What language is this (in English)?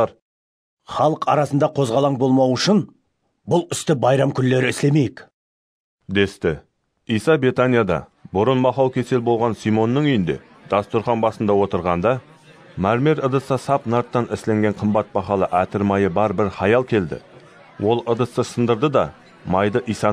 Kara-Kalpak